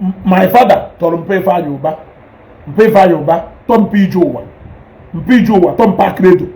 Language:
Igbo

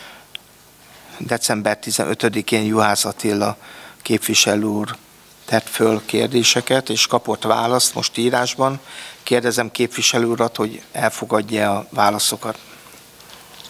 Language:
Hungarian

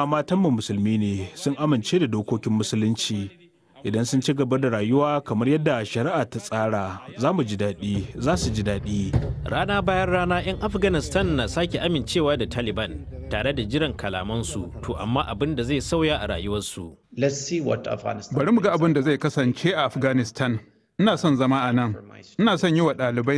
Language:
Hausa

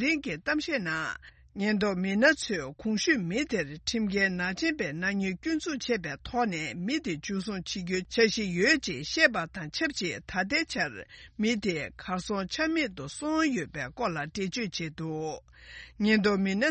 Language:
Tibetan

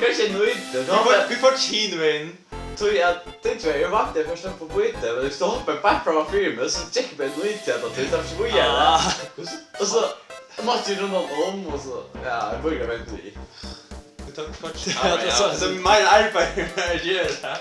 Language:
Faroese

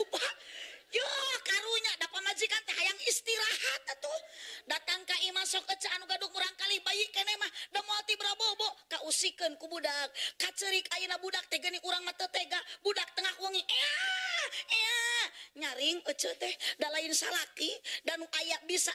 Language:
Sundanese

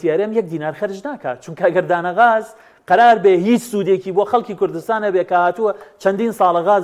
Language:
Central Kurdish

